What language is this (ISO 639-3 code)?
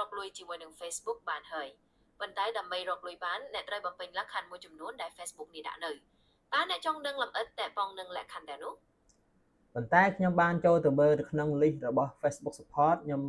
khm